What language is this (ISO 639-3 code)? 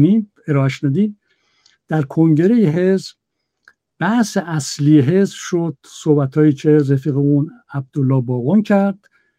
fas